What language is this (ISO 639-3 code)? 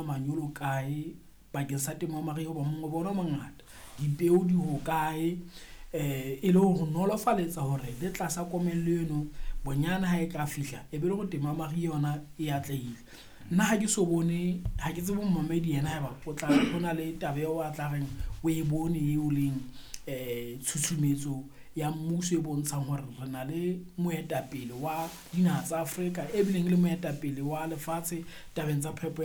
sot